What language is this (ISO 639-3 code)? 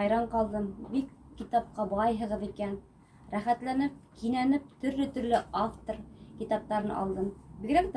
bak